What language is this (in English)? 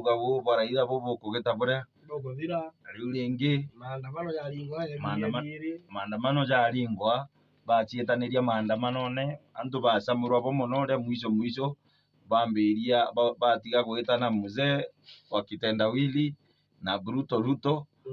Meru